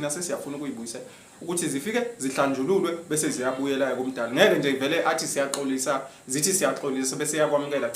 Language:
Zulu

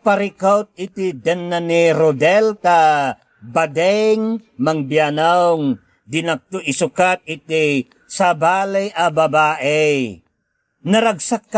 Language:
Iloko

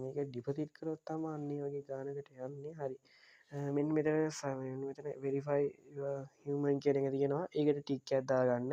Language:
Sinhala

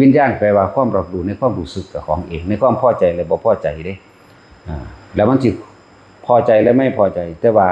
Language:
Northeastern Thai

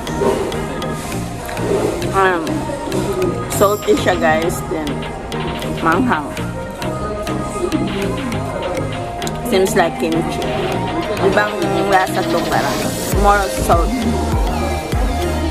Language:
Filipino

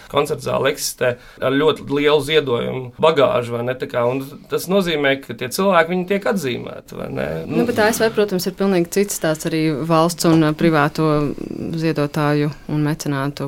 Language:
Latvian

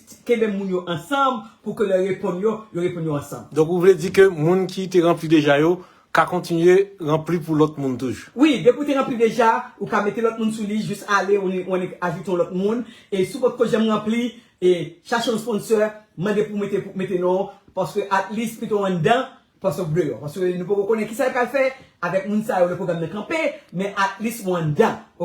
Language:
Haitian Creole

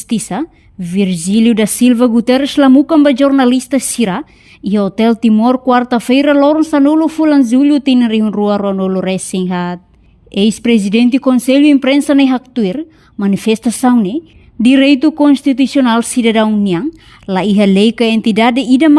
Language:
Tetum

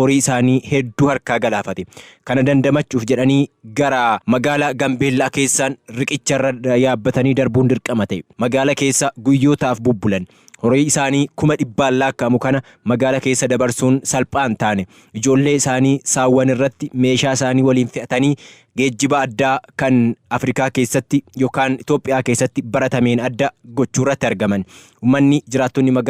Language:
Oromo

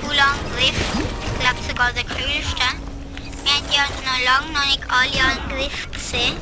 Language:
Swiss German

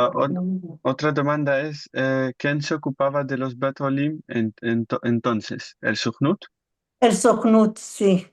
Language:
Ladino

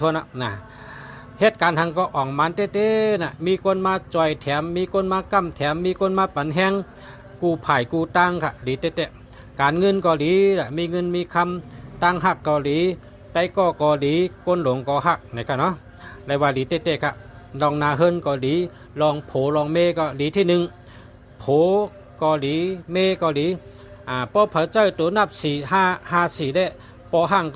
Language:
Shan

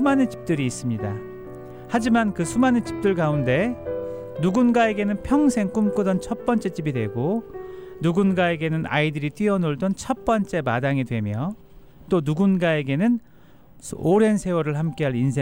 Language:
Korean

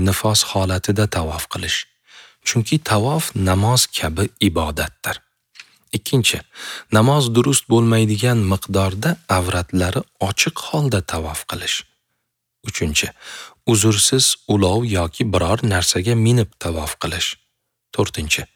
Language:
Uzbek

